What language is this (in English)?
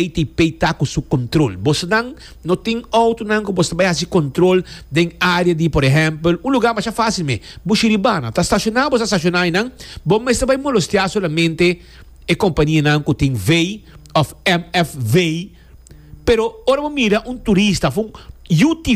Papiamento